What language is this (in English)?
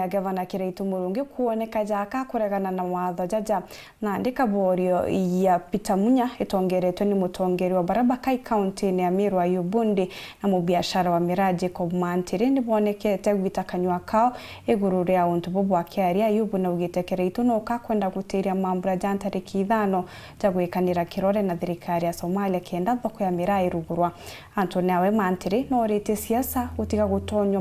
Meru